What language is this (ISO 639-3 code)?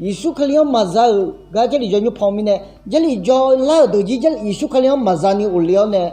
ahk